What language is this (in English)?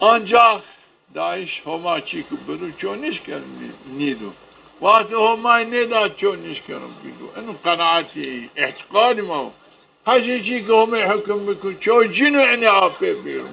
Zaza